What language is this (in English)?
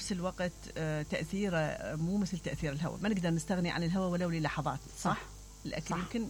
Mesopotamian Arabic